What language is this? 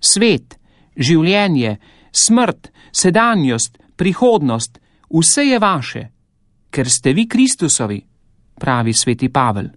Slovenian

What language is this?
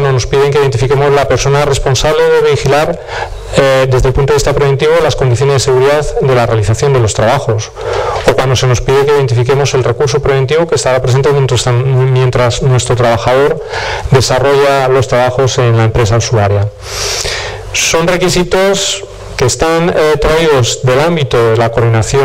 Spanish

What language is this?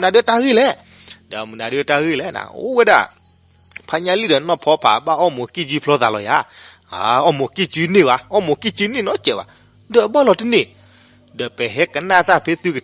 S'gaw Karen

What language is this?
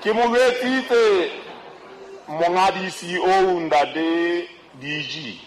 Southern Sotho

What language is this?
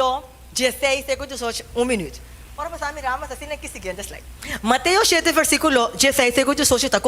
Papiamento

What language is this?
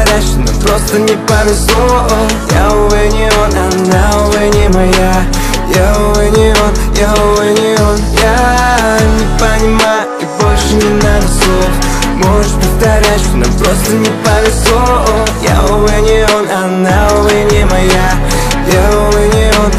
Russian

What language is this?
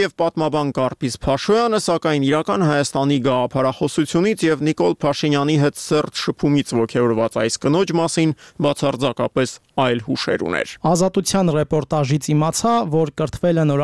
Armenian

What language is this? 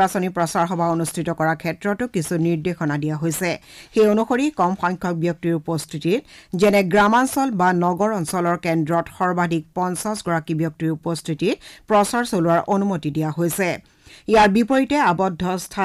Assamese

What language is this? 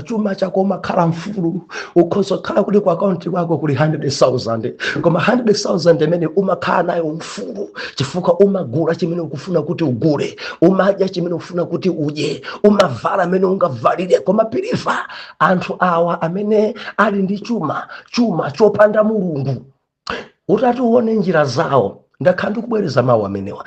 Nyanja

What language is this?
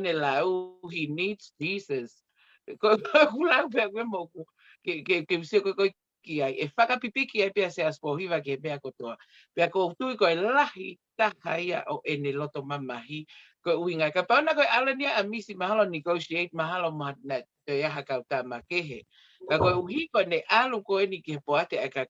Tongan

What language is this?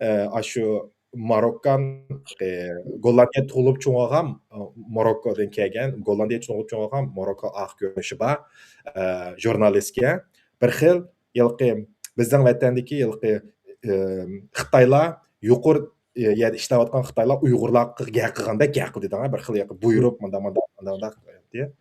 Uyghur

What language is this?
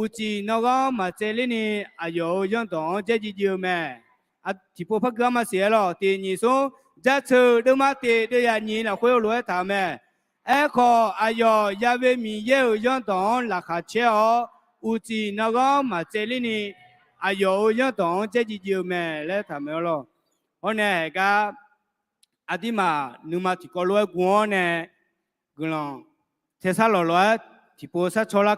Akha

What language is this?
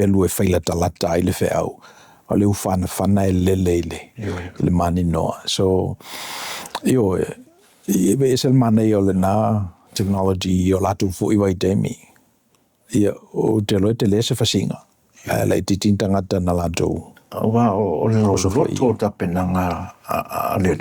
Samoan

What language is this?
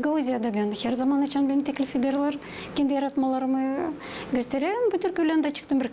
Gagauz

